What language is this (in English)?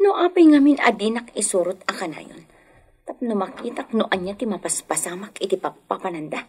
Iloko